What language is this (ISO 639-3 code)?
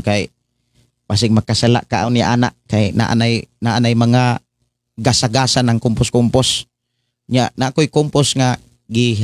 ceb